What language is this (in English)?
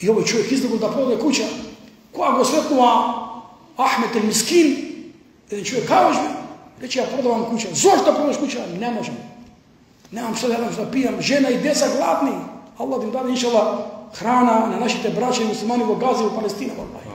Macedonian